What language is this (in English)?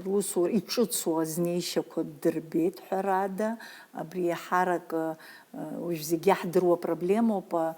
Abkhazian